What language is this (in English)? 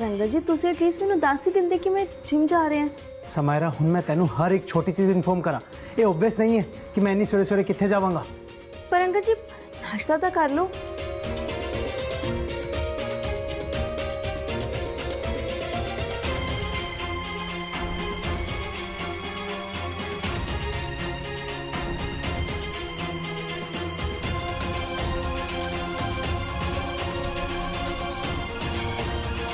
Punjabi